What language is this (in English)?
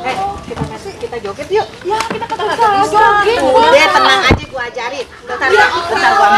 Betawi